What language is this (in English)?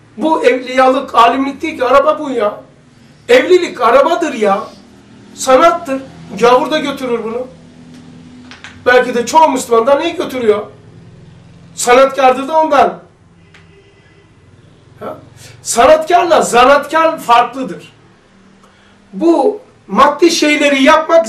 Turkish